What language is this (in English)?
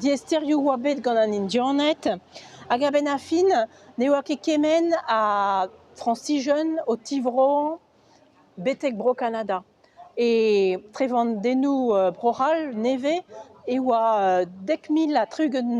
Breton